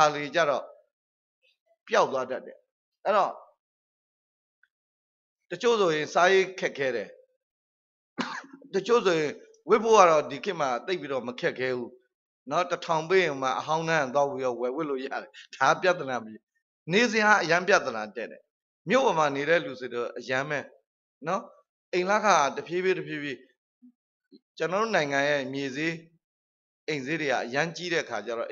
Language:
Burmese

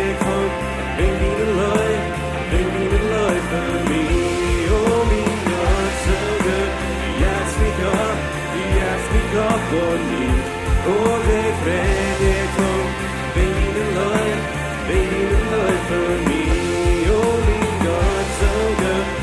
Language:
Plautdietsch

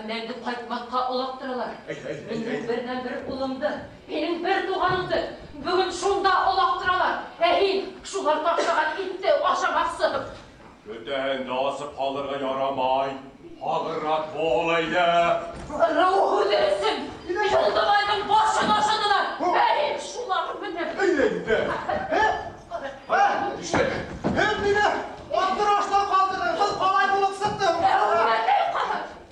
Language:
Bashkir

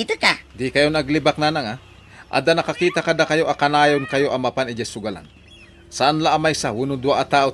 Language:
Iloko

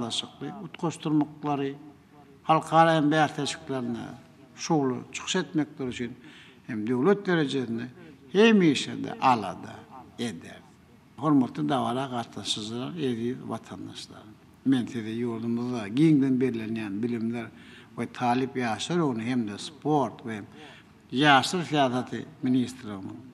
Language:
Turkmen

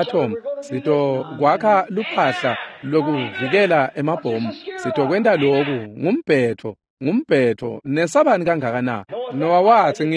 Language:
Swati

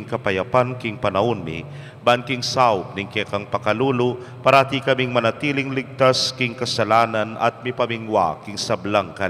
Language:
Pampanga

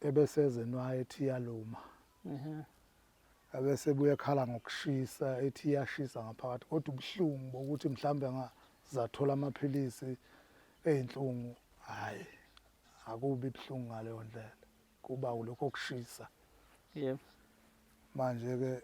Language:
Zulu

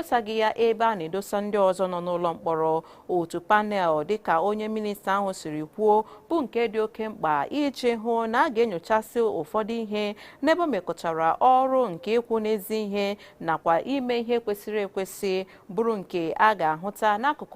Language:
Igbo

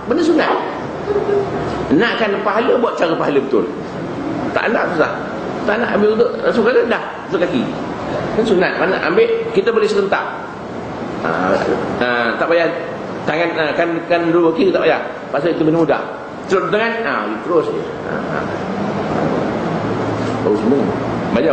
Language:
Malay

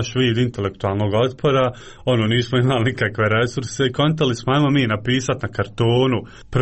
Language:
Croatian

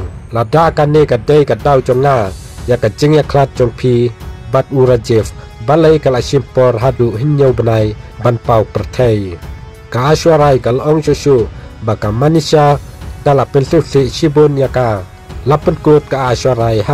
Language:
Khasi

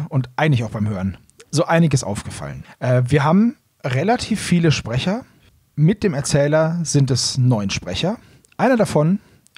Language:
German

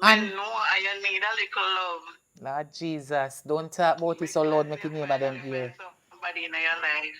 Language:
Jamaican Creole English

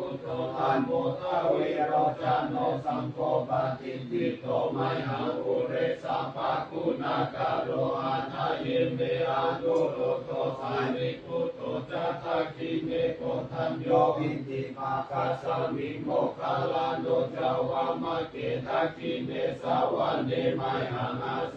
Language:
Pali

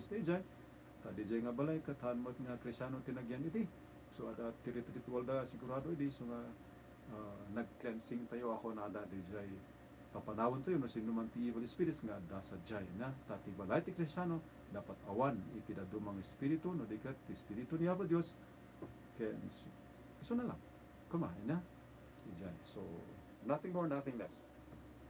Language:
Iloko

